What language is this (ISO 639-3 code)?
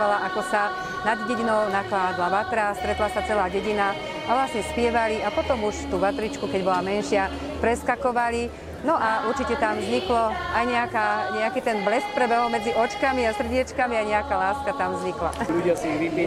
slk